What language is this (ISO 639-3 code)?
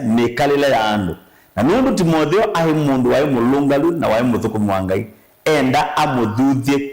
kam